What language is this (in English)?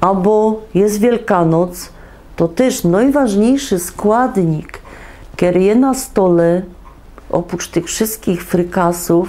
Silesian